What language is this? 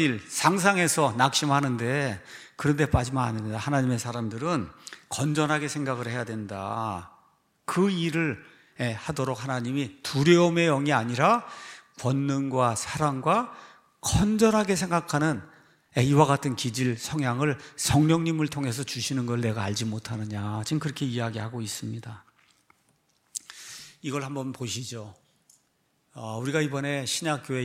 Korean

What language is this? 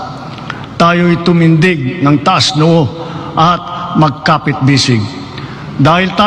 Filipino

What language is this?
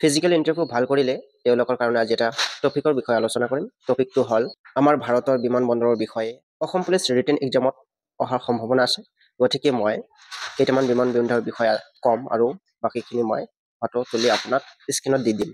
Assamese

